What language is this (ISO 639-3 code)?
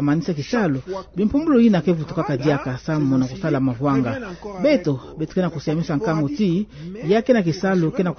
ktu